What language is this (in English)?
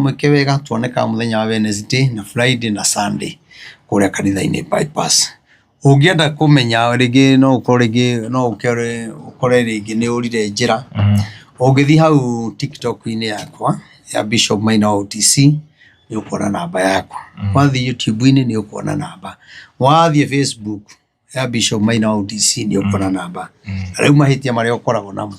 Kikuyu